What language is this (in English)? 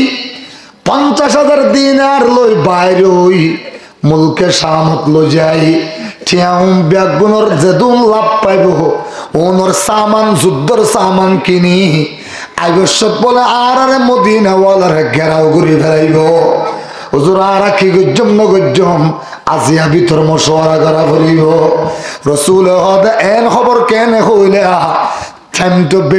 Rohingya